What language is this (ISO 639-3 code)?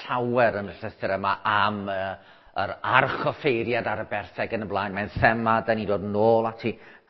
cym